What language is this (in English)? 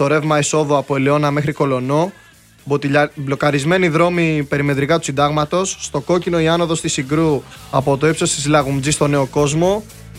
Greek